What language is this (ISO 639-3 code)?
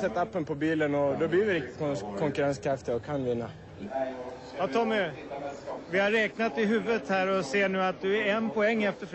swe